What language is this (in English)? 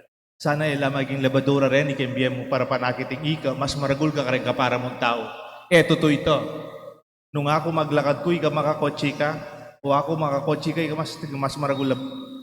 Pampanga